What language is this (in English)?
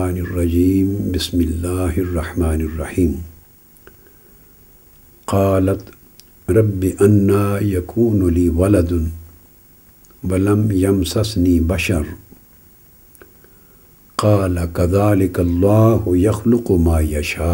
Urdu